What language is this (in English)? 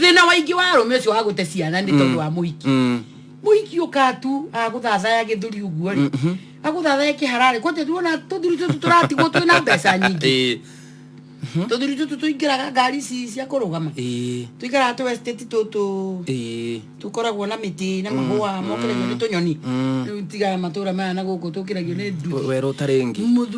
Kikuyu